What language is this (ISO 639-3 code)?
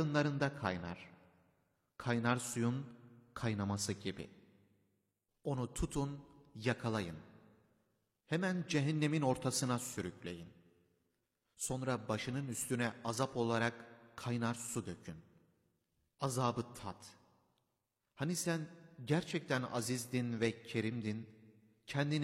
tur